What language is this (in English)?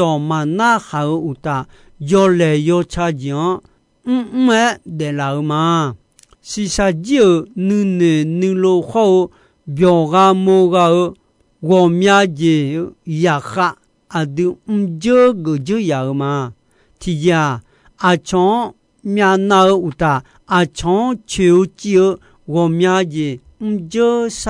Akha